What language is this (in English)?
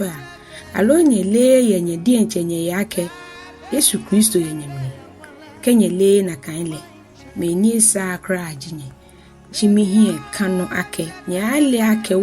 Ga